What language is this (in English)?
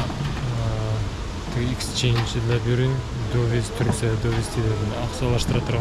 Bashkir